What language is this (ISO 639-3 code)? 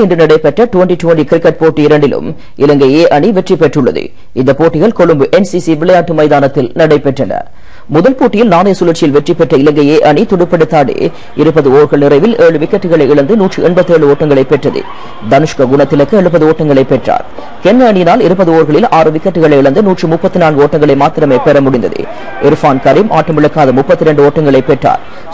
tam